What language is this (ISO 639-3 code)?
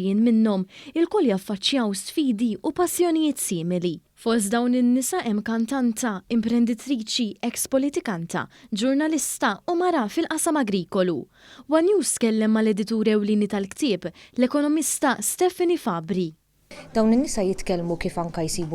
mlt